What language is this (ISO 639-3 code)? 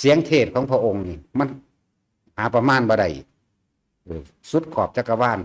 lao